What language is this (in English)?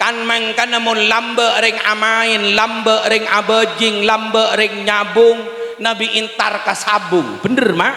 Madurese